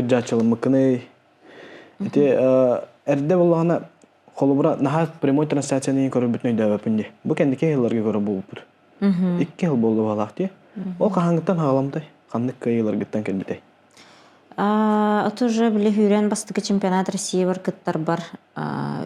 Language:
Yakut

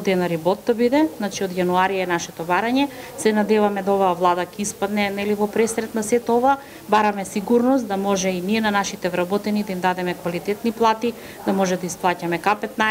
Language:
Macedonian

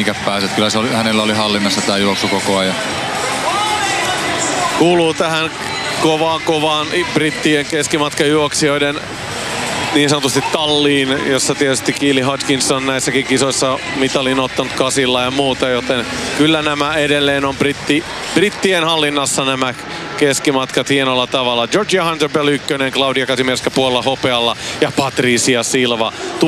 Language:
Finnish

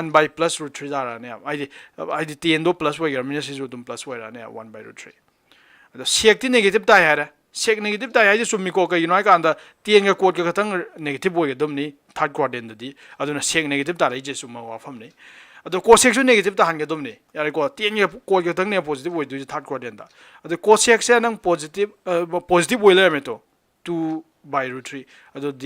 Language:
Manipuri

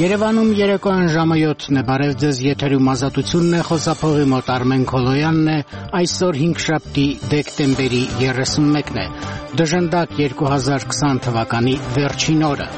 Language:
Armenian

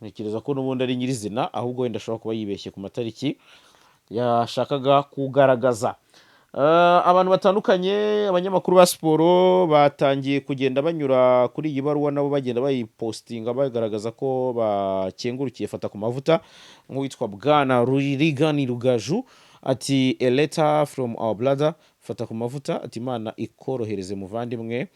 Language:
Kinyarwanda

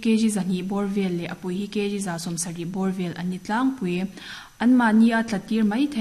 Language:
Mizo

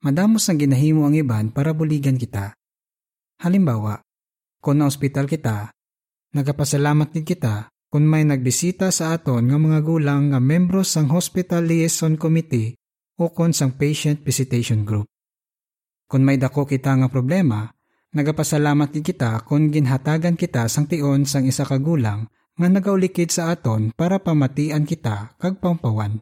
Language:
Hiligaynon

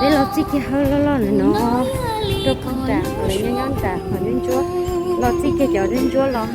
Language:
Hmong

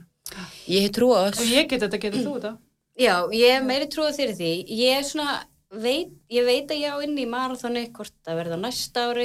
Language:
Icelandic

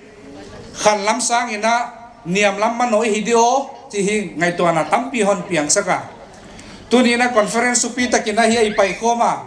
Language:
Paite Chin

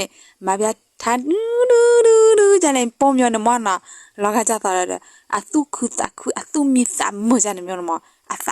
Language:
S'gaw Karen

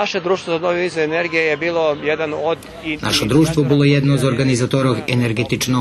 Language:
Rusyn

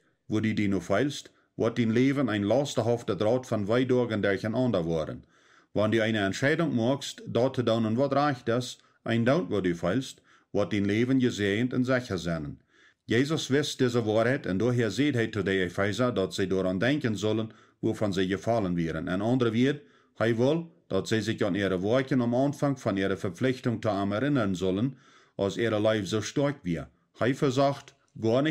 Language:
Plautdietsch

